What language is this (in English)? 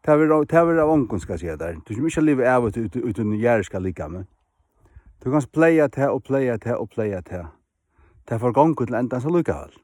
Faroese